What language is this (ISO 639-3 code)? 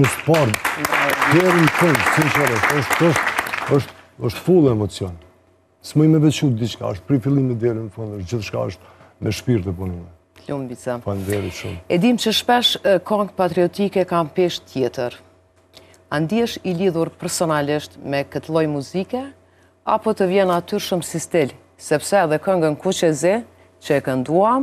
sqi